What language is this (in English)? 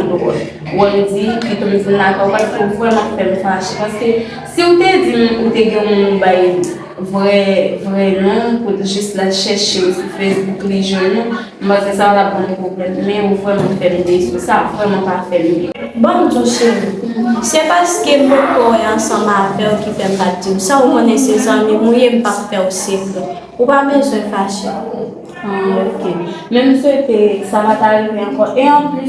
Haitian Creole